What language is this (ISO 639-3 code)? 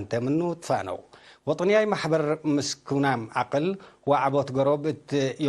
tig